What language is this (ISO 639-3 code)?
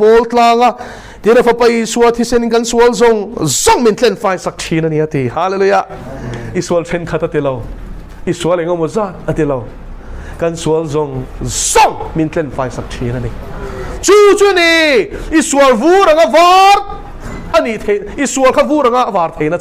lus